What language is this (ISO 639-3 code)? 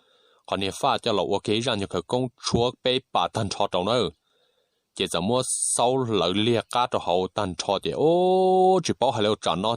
hmn